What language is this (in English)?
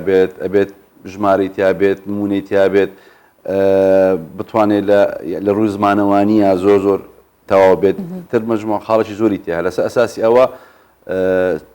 Central Kurdish